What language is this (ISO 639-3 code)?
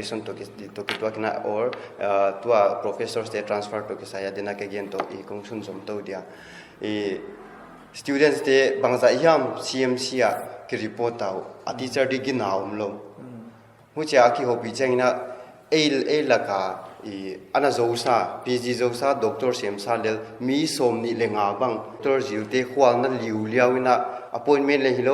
pck